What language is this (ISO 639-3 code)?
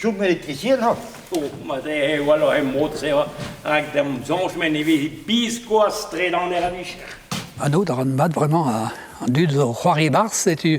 bre